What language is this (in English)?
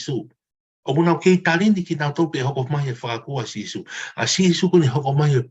Tongan